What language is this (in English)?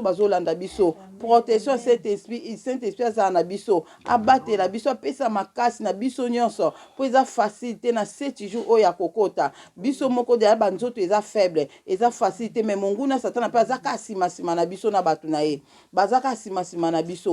Lingala